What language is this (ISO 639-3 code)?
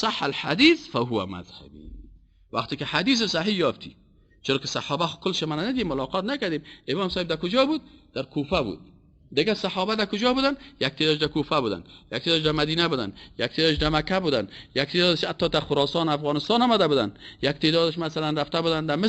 fas